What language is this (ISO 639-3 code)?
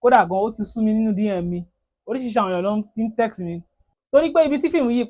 yor